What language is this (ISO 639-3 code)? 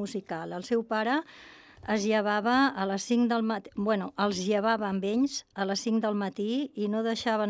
cat